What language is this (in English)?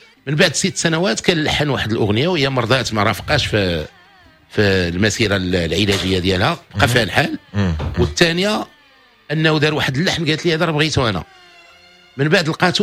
Moroccan Arabic